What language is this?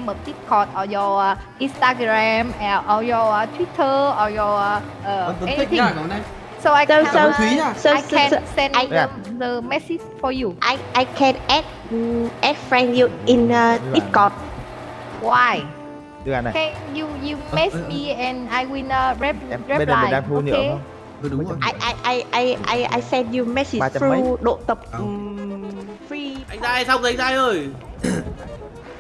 Vietnamese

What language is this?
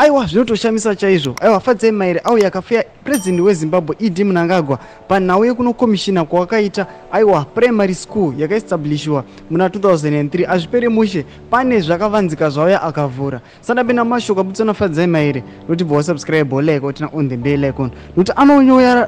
Shona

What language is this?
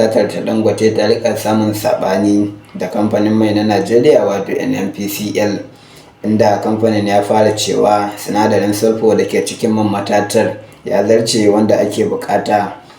Hausa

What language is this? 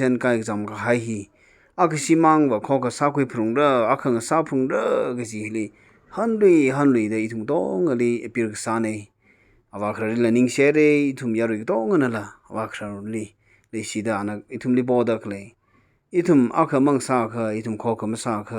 Tangkhul Naga (India)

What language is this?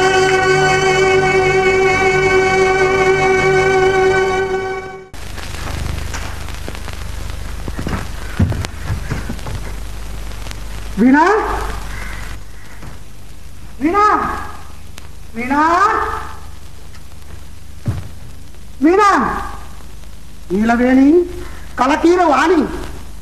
Kannada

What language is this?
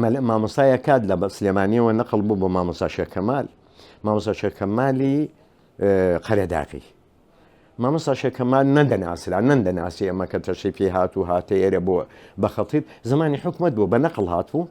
Central Kurdish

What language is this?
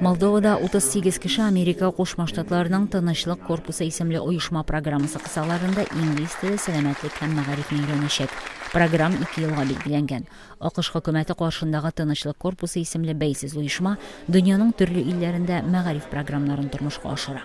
Tatar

